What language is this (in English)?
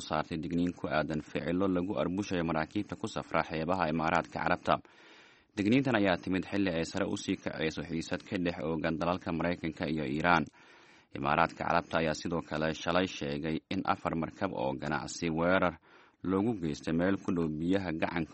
Somali